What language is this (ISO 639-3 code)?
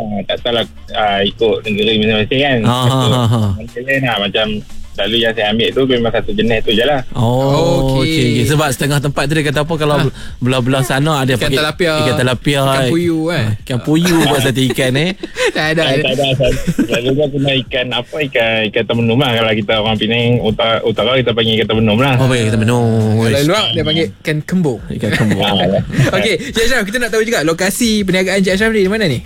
msa